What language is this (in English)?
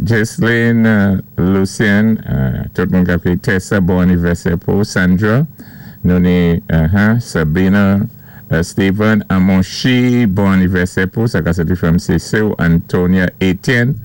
Saint Lucian Creole French